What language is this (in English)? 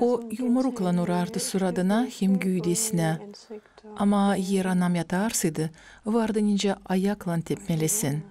Gagauz